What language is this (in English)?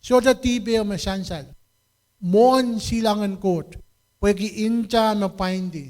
Pohnpeian